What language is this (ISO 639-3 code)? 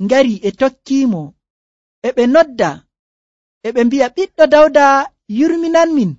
fuv